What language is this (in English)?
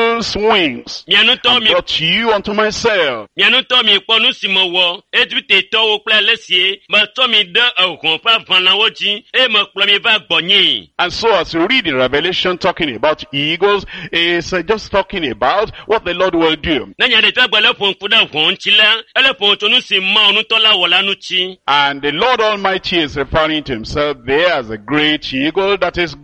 Ewe